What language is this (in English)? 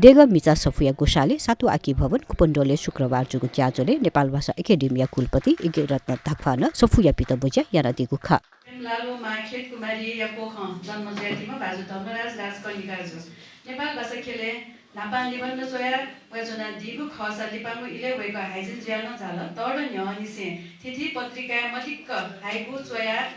Newari